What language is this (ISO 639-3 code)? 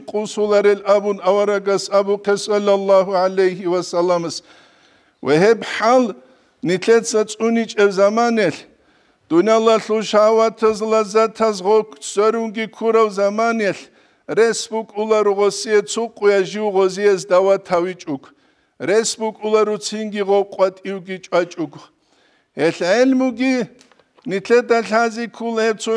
ava